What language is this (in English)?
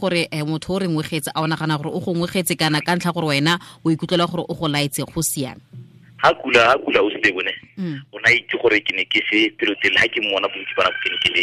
Tswana